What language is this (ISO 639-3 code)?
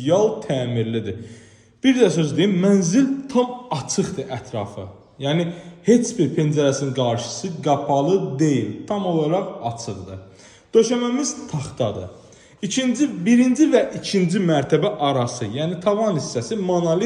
aze